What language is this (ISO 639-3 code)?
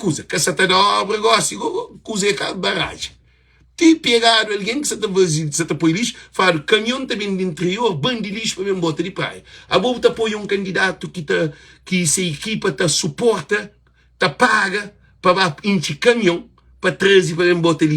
kea